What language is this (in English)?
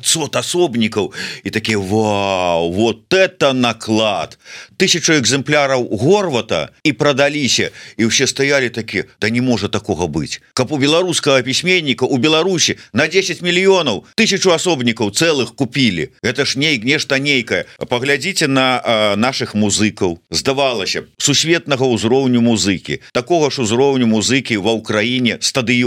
Belarusian